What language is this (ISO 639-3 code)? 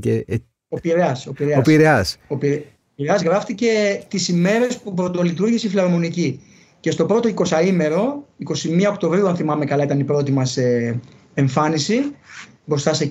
ell